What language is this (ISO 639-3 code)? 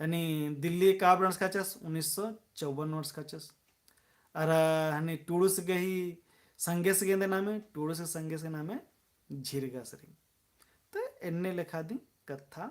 kru